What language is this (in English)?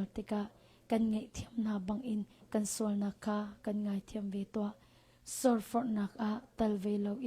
Hakha Chin